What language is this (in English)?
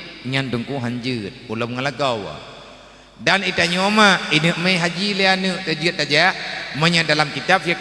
Achinese